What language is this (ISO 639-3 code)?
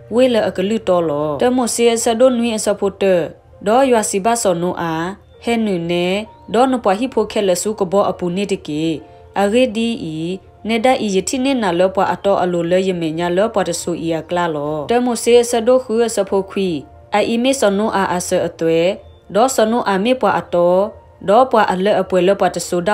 ksw